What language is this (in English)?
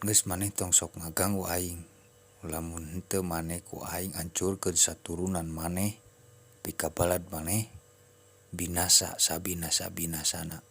Sundanese